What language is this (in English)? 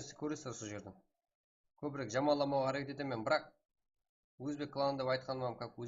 Kara-Kalpak